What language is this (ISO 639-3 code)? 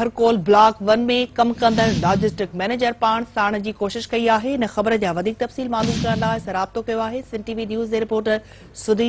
snd